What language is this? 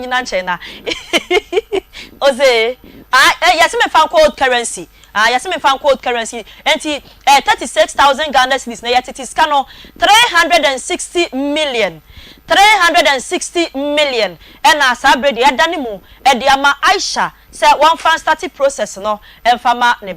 Akan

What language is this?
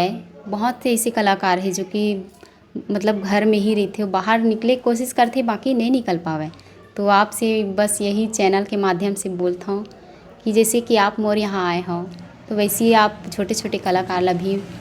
Chhattisgarhi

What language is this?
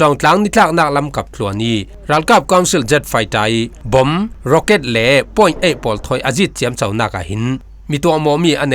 Falam Chin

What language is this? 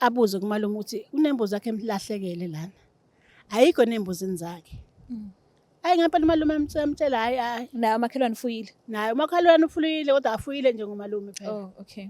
Zulu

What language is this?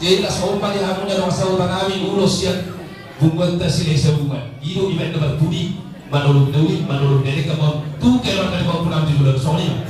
Batak Toba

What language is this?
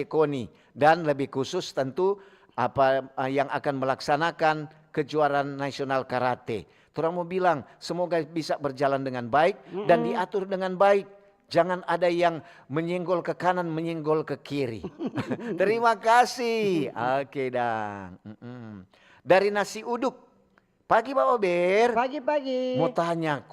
Manado Malay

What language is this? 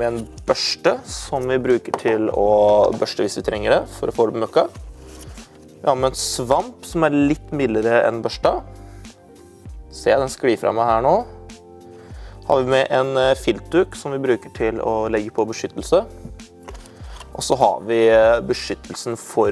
Norwegian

